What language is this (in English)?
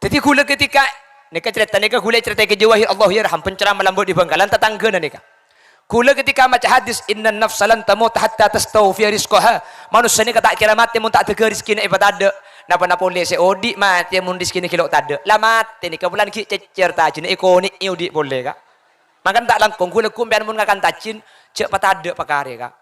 Madurese